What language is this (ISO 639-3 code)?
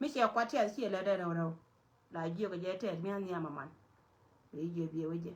nus